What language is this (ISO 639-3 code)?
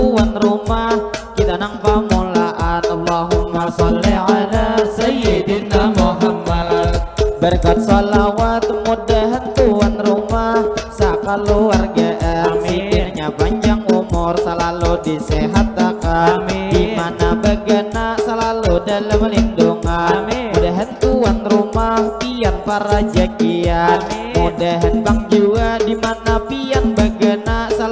bjn